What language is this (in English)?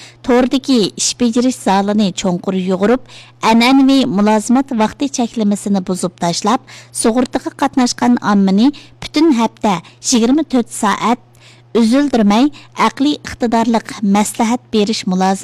Uyghur